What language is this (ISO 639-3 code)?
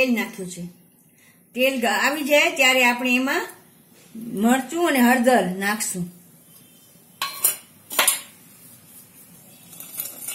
guj